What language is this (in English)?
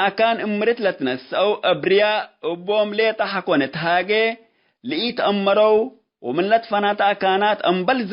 Tigre